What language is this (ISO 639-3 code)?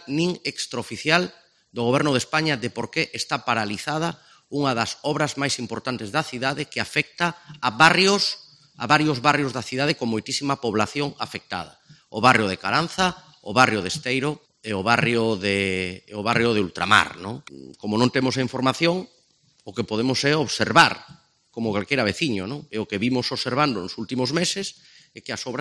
glg